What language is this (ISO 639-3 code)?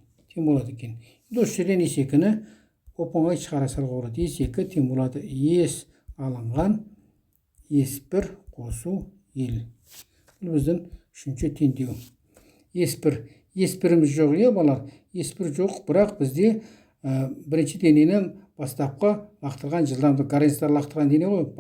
kaz